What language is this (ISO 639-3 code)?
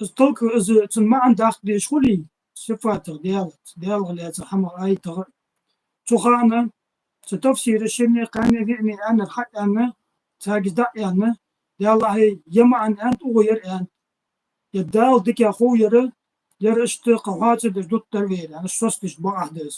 inh